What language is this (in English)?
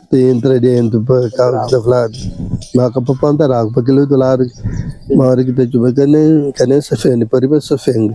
Kabuverdianu